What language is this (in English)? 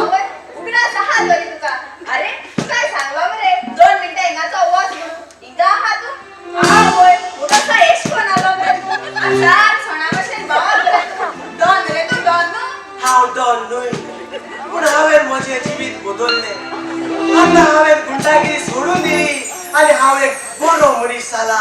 Konkani